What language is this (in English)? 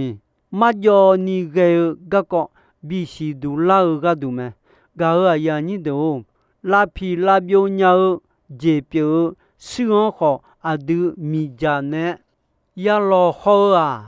Akha